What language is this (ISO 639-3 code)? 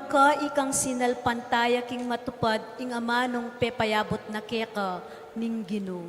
pam